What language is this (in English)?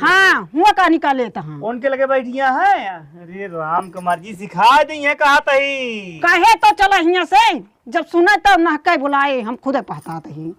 Awadhi